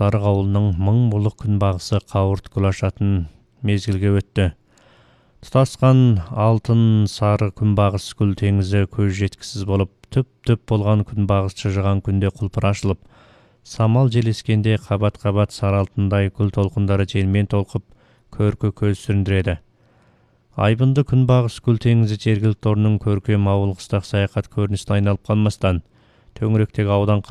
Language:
Kazakh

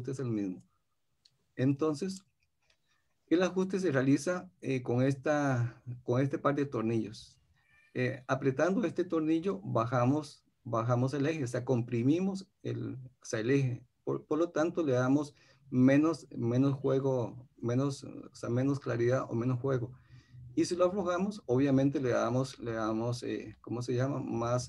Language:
Spanish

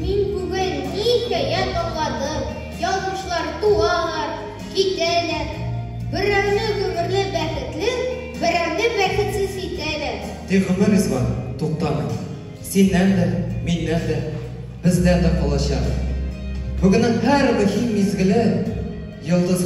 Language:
Tatar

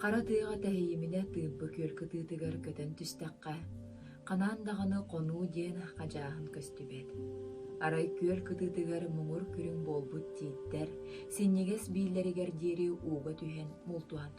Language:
Yakut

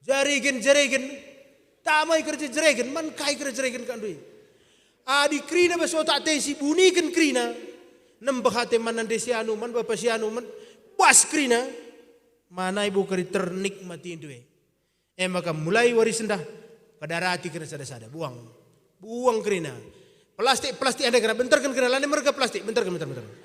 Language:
Batak Karo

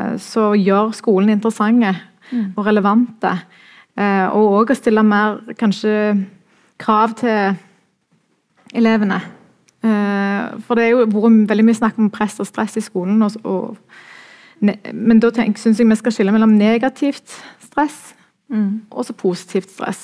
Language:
Norwegian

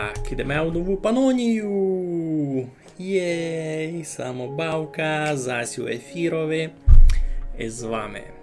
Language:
Rusyn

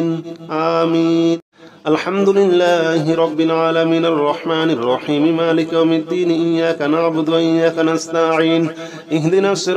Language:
Arabic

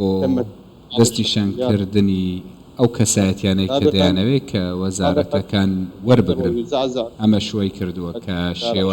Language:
Central Kurdish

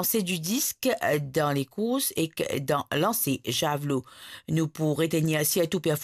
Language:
Morisyen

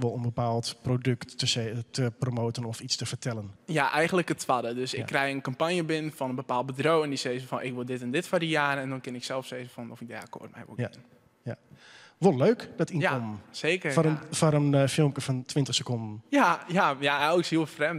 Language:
Western Frisian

